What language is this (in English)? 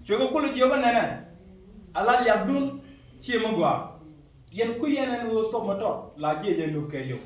Nuer